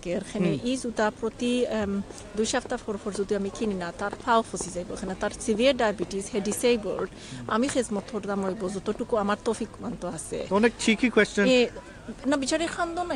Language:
Sylheti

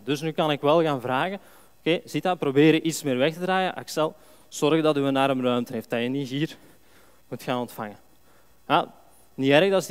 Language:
Dutch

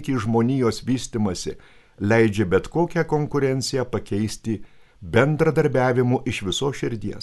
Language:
Lithuanian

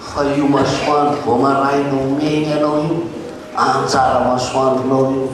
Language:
Malagasy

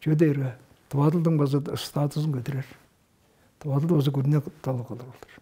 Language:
Tuvinian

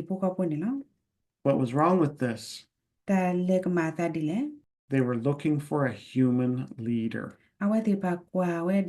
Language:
S'gaw Karen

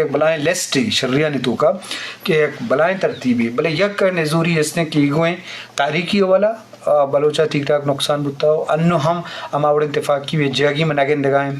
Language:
Eastern Balochi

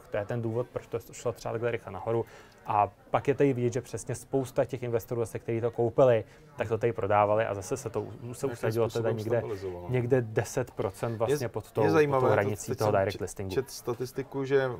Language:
Czech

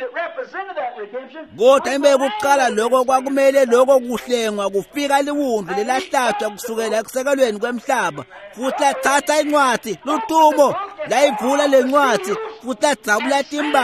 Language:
Swati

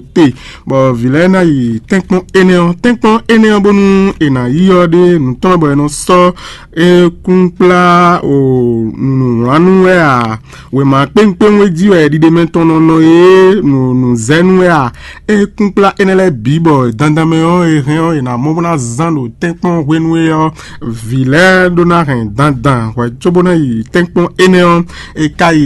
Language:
Fon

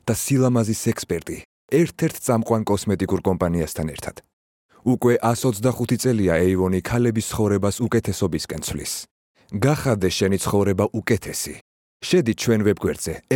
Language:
Georgian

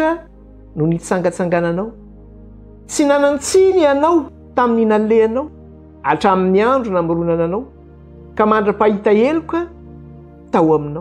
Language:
Malagasy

